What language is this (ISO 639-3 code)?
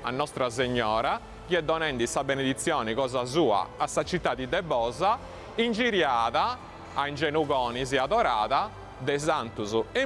srd